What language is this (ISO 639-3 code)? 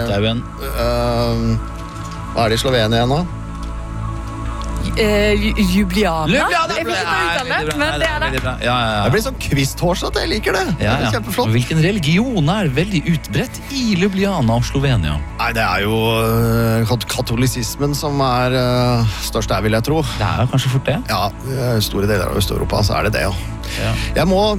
nor